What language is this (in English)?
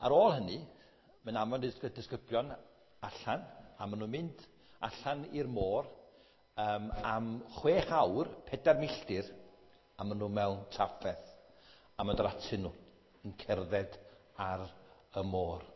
Welsh